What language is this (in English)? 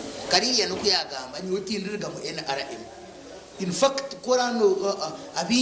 Nyankole